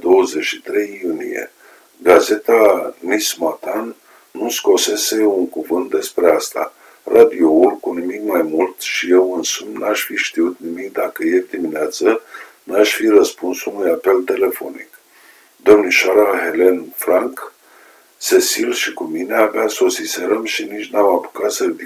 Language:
Romanian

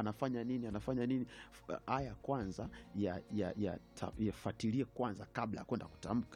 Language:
Swahili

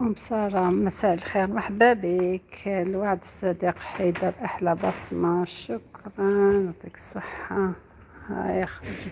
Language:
Algerian Arabic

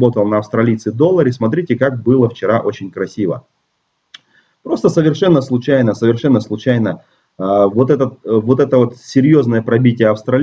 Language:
Russian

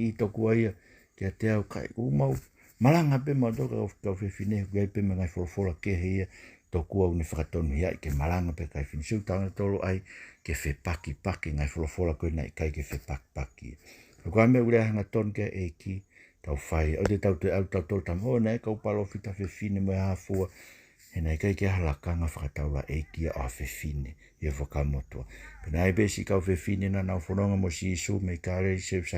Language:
Tongan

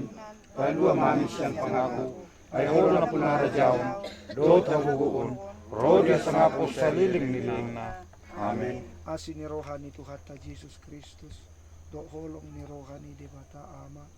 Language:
Batak Toba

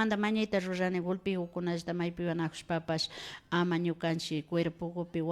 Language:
Imbabura Highland Quichua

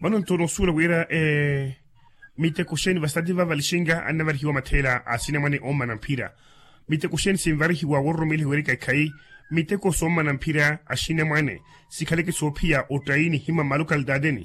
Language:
Makhuwa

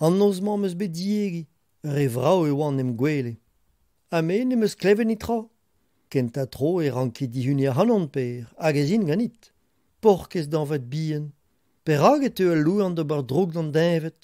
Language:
Breton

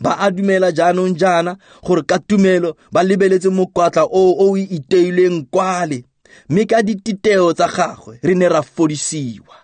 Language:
Tswana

